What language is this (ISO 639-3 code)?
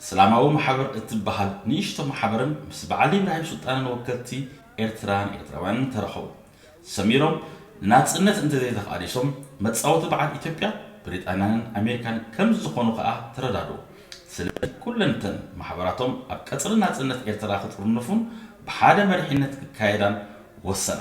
tir